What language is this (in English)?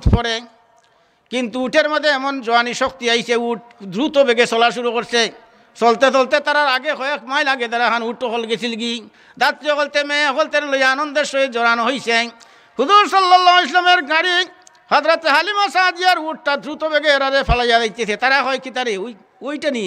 Sylheti